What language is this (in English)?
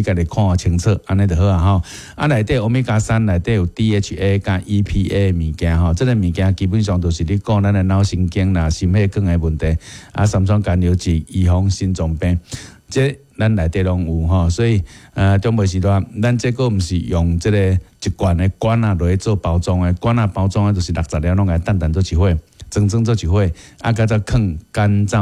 Min Nan Chinese